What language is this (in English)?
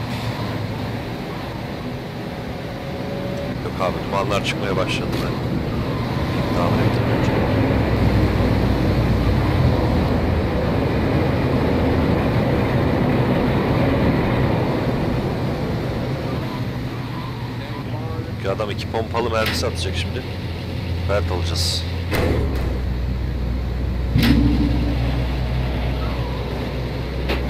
Turkish